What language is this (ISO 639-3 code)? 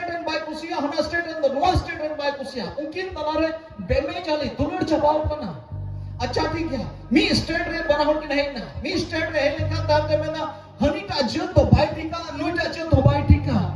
sat